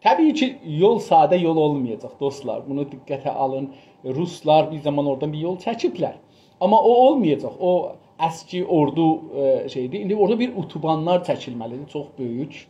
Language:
South Azerbaijani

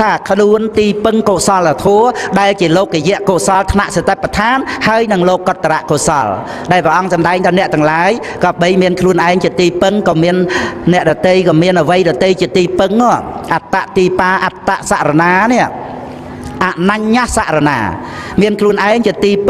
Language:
Khmer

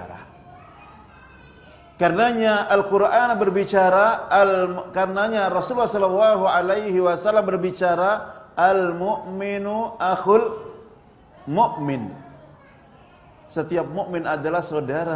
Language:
Indonesian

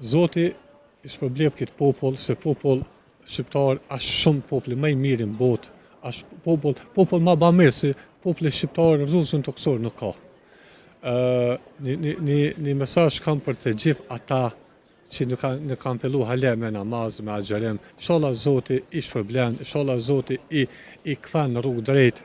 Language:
Albanian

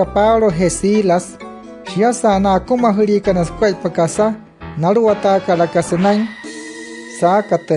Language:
Wayuu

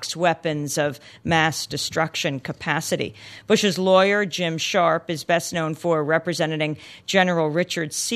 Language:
English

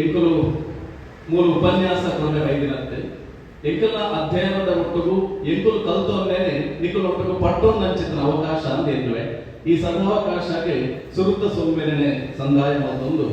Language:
Tulu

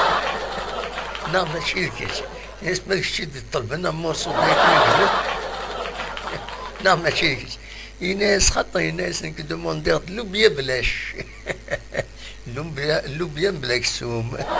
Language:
Kabyle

